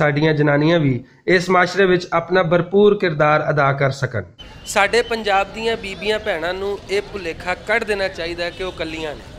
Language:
Western Panjabi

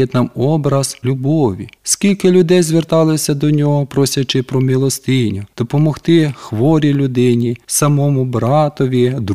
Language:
Ukrainian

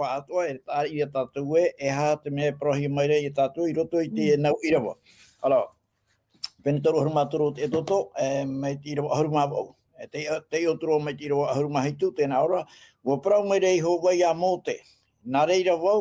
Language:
Tahitian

